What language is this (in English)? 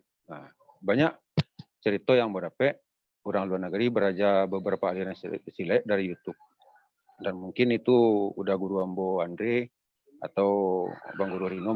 Minangkabau